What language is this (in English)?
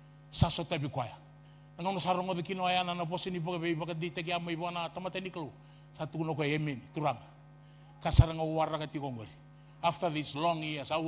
Fijian